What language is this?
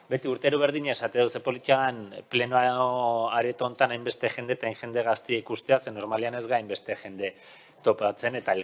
Basque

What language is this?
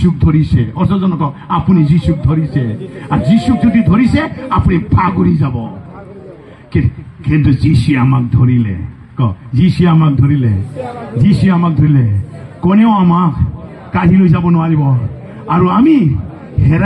Assamese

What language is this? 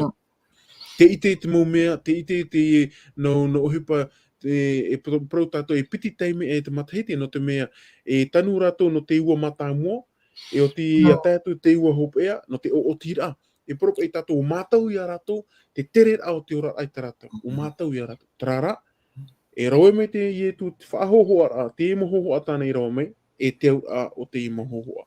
Tahitian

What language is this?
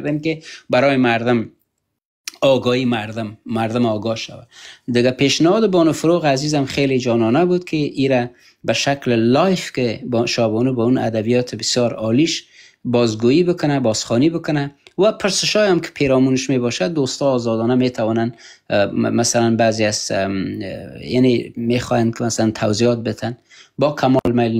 Persian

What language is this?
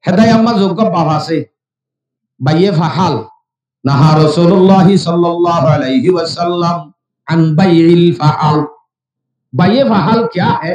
Rohingya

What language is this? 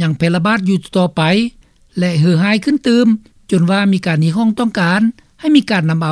Lao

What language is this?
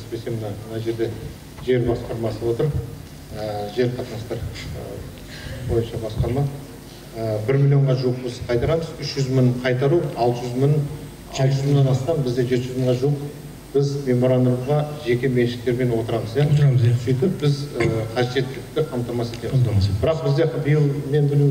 Kazakh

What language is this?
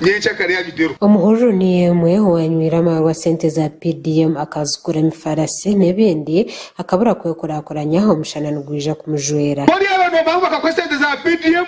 Nyankole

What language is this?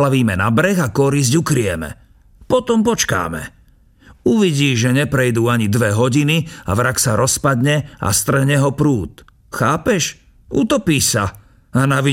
Slovak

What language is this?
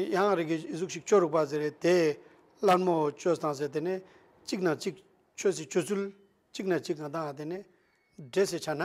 Ladakhi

